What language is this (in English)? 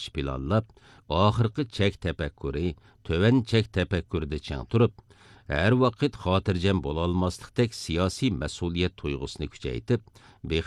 Uyghur